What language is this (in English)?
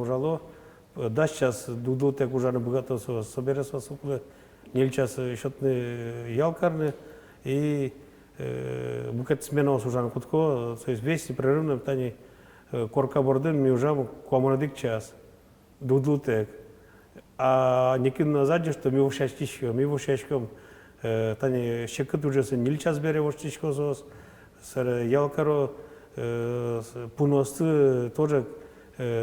Udmurt